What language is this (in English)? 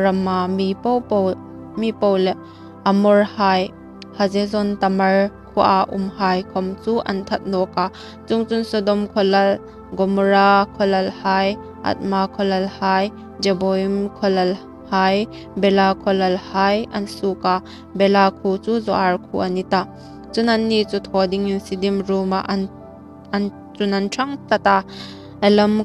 Hmar